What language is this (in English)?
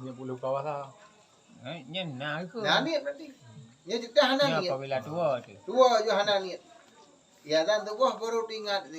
Achinese